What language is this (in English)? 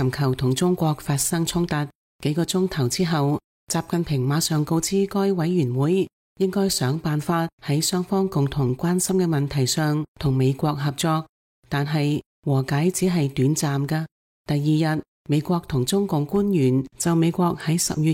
Cantonese